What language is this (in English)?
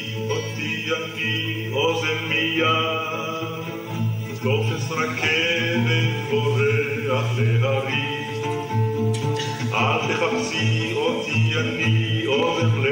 Hebrew